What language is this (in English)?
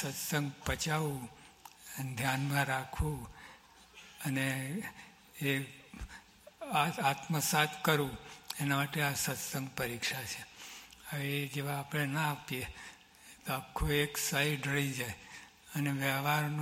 Gujarati